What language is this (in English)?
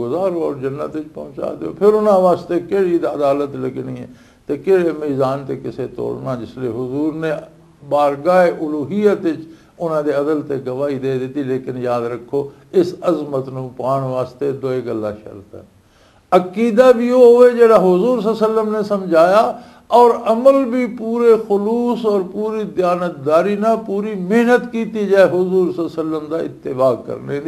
Western Panjabi